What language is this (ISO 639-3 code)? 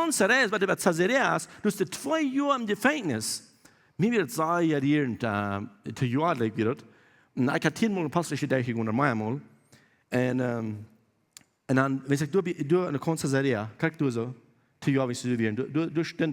pdt